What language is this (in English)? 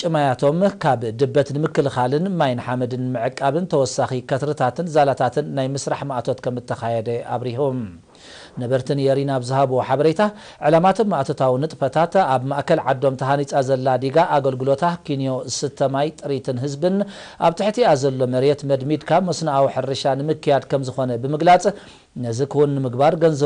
Tigrinya